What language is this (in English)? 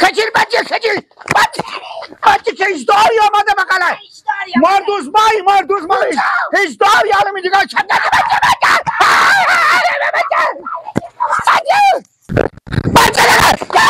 Persian